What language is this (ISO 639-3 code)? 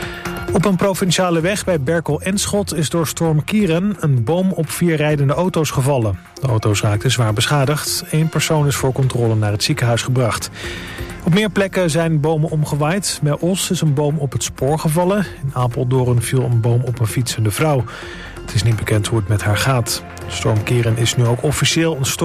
nld